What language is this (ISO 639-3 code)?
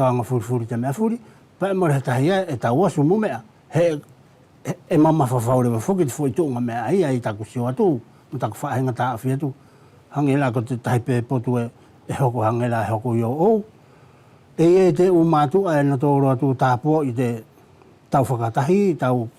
wls